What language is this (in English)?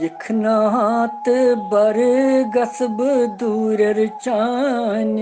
Kashmiri